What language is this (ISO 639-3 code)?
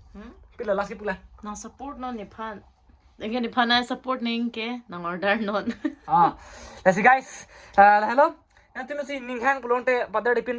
mjw